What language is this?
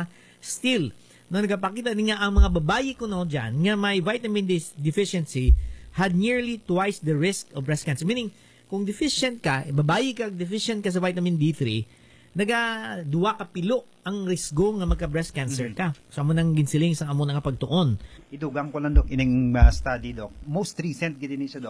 Hiligaynon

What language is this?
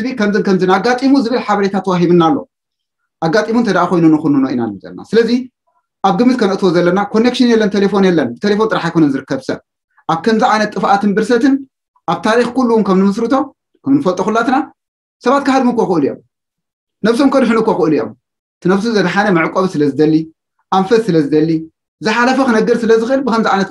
Tigrinya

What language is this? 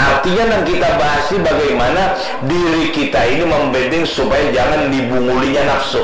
Banjar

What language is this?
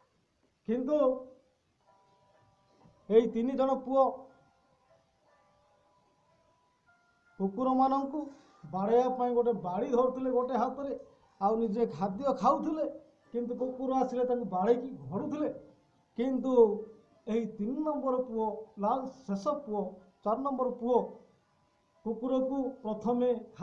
Odia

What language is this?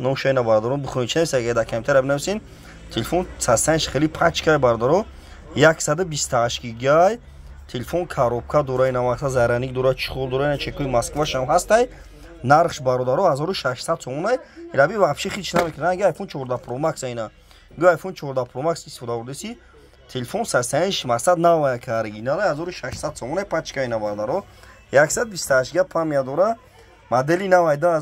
Tajik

